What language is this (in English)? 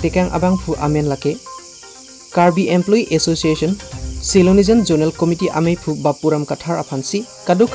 Karbi